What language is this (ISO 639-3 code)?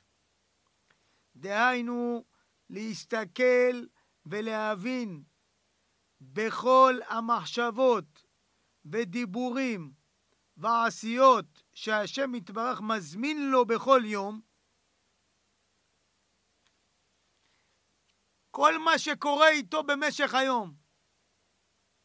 heb